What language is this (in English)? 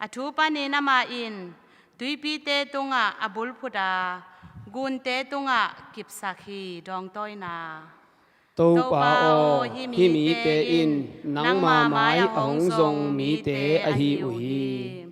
Tedim Chin